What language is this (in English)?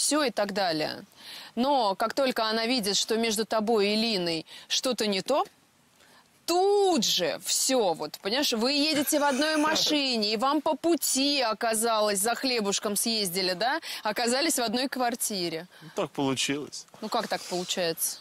Russian